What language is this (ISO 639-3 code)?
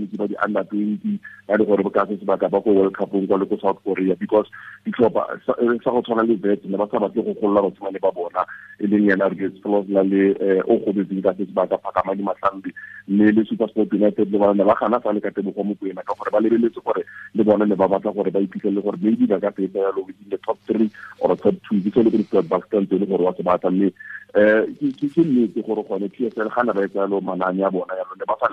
tsn